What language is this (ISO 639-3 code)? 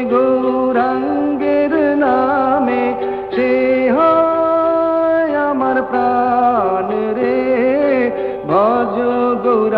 ben